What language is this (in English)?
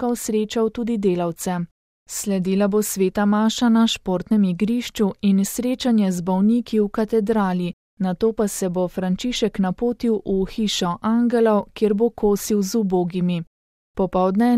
Slovenian